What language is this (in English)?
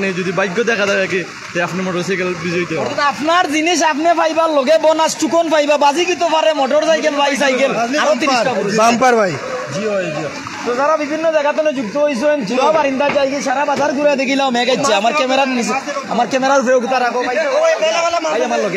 Sylheti